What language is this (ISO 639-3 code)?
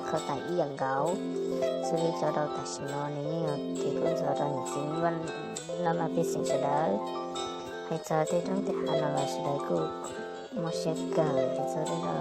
hmn